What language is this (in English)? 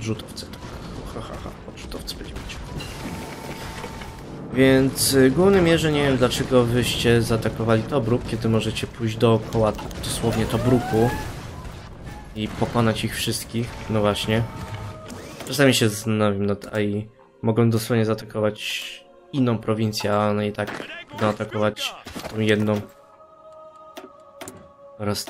Polish